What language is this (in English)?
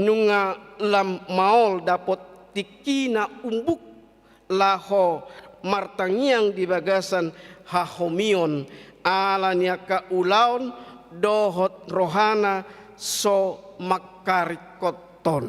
Batak Toba